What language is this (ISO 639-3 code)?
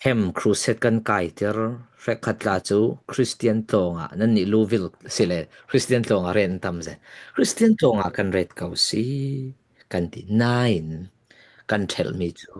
cfm